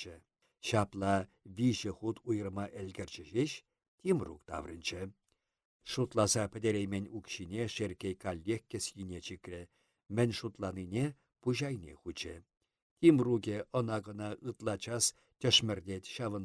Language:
Chuvash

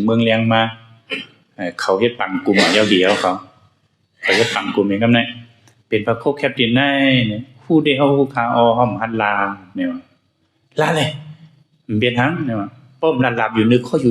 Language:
Shan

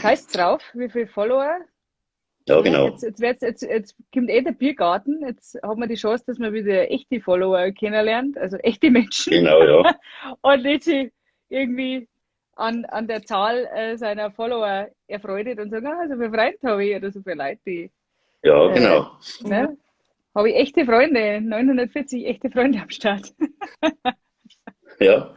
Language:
Bavarian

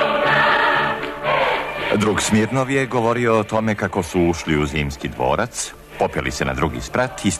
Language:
Serbian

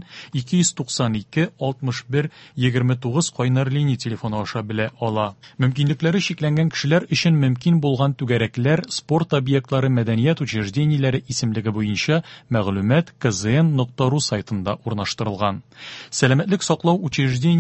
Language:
Tatar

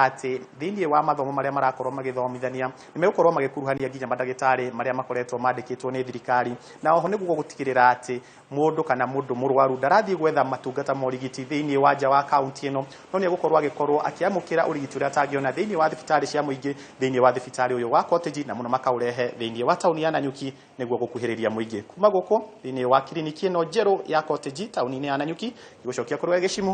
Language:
Kikuyu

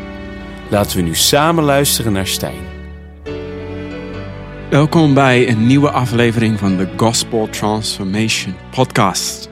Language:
Dutch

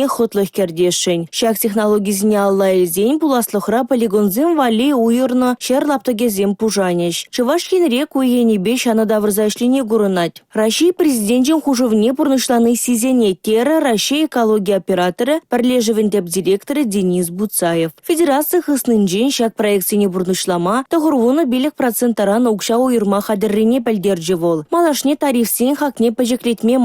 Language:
Chuvash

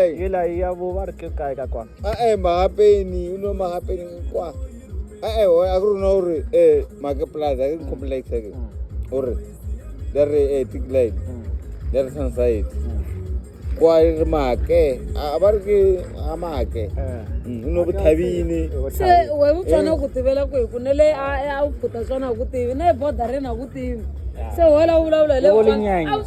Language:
Tsonga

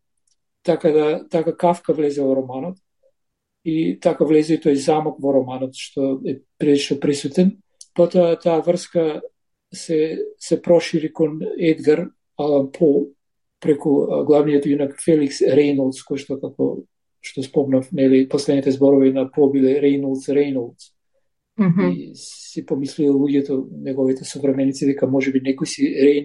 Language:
Macedonian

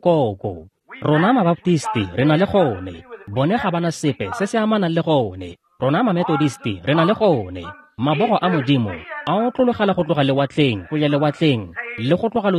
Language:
Tswana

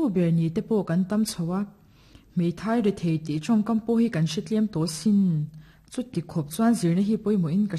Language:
Mizo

